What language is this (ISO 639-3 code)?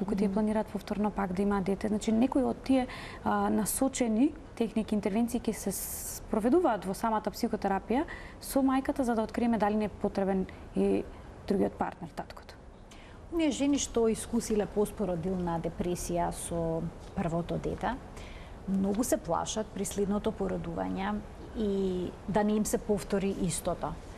mkd